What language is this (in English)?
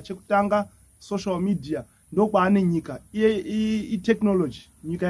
Shona